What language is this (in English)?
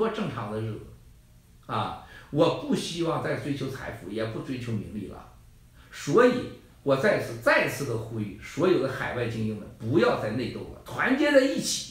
Chinese